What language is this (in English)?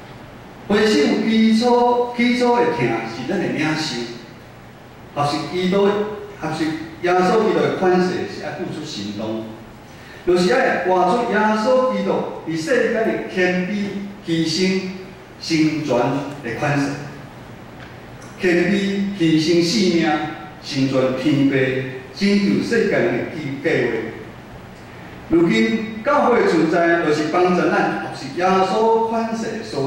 Min Nan Chinese